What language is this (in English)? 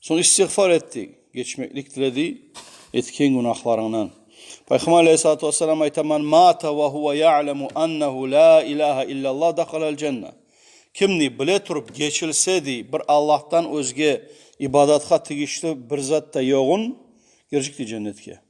Kumyk